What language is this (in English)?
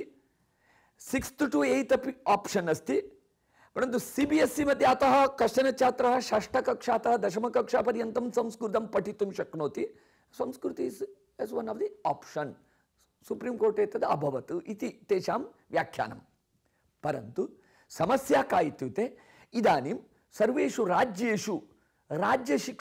Sanskrit